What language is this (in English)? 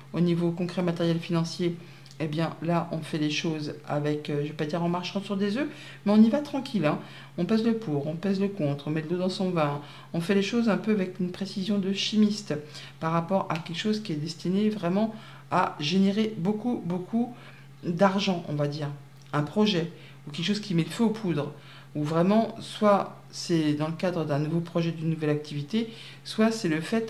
French